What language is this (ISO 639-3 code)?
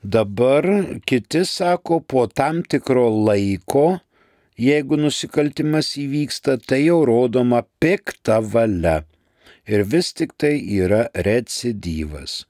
lit